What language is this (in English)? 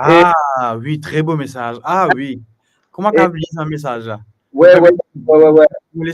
Morisyen